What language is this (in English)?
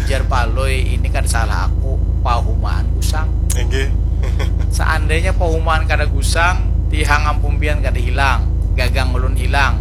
Banjar